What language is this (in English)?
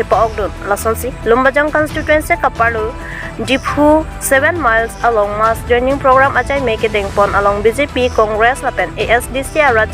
Karbi